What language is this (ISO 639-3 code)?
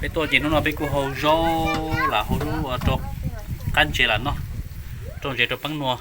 hmn